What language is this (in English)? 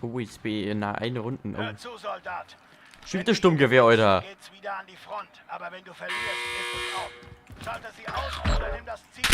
Bavarian